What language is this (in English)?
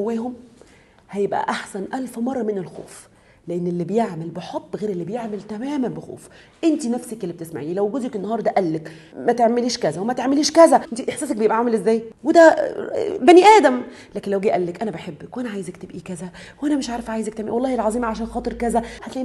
Egyptian Arabic